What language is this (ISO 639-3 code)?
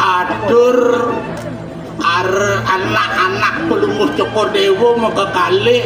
ban